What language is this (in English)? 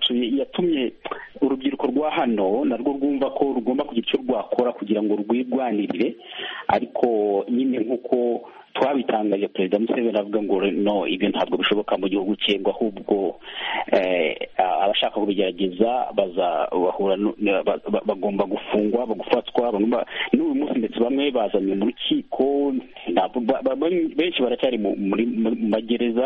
Kinyarwanda